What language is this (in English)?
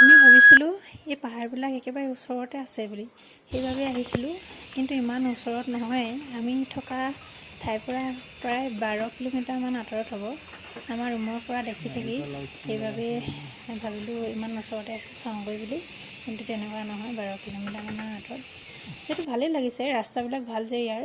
Assamese